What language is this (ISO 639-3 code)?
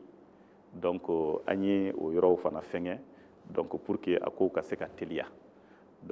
bam